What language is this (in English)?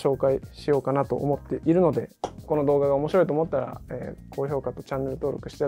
Japanese